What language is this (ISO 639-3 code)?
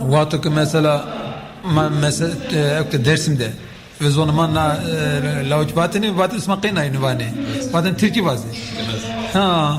zza